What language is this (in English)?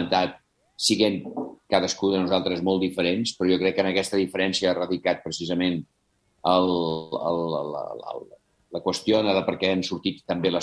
Catalan